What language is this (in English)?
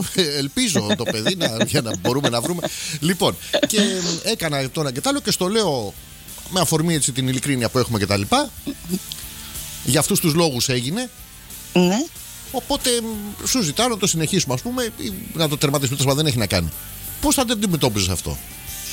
Greek